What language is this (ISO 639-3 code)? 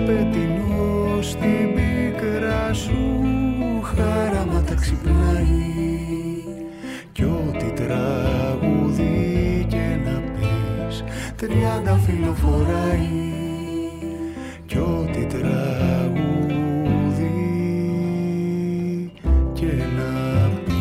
ell